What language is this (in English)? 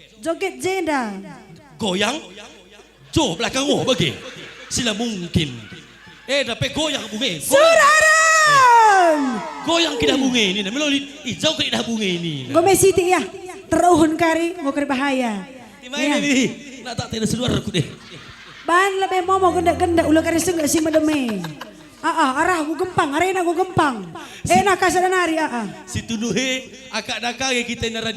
Batak Karo